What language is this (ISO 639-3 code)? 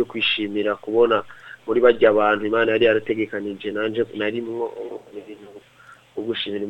run